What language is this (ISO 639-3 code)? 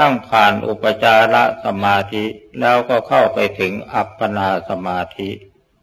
tha